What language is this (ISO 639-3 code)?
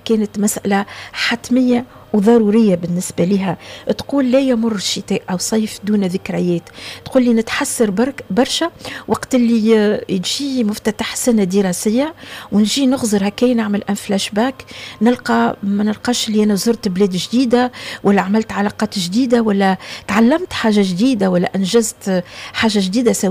aeb